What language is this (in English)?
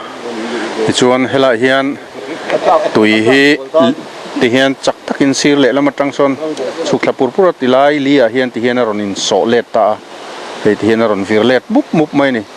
Mizo